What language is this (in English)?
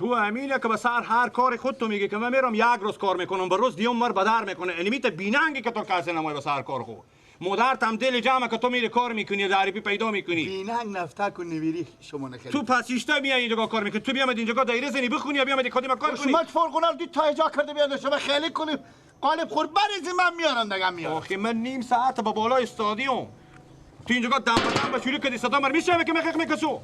Persian